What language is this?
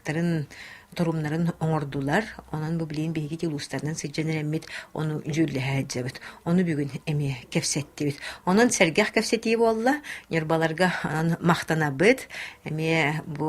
Yakut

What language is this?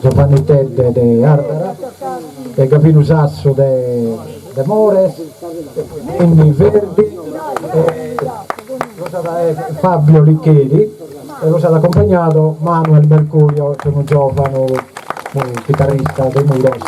Sardinian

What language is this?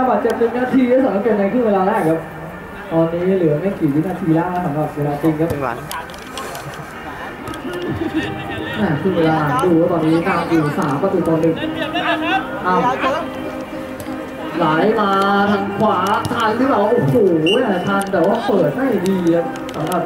Thai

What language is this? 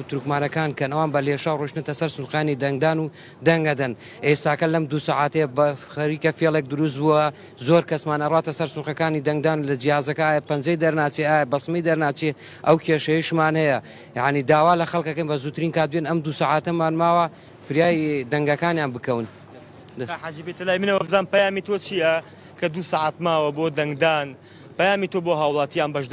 Central Kurdish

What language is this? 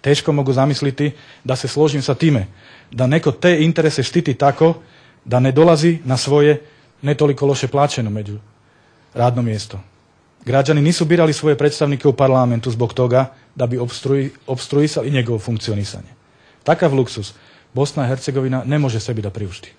Bosnian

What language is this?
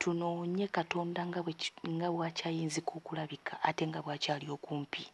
Ganda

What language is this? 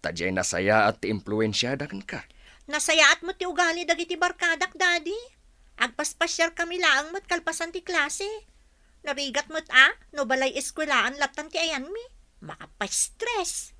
Iloko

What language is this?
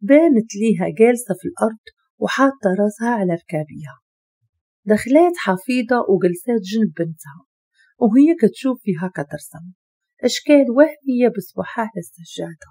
Moroccan Arabic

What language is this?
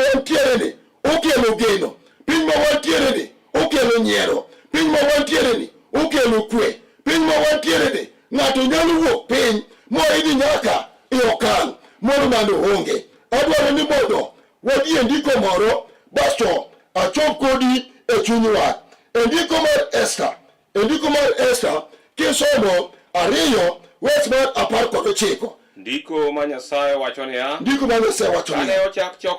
Luo (Kenya and Tanzania)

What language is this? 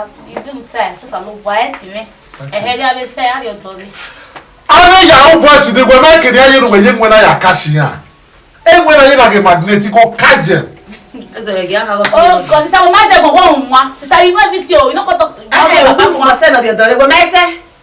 Bini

